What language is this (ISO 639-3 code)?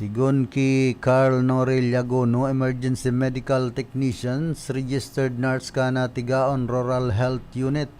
bik